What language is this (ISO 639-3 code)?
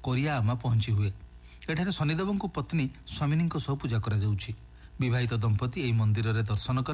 ori